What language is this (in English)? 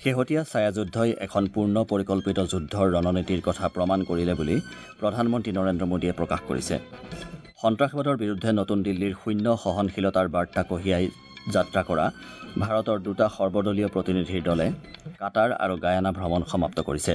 Assamese